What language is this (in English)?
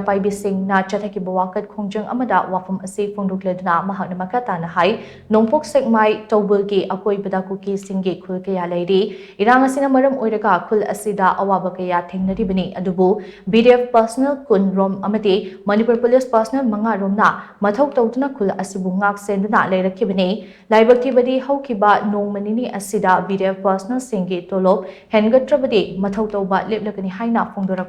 Manipuri